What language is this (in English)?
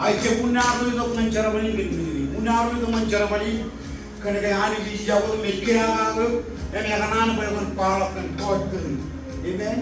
Marshallese